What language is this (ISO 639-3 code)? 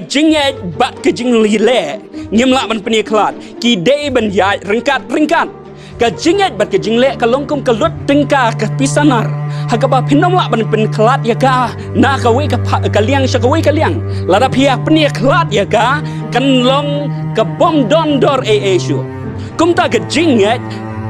kha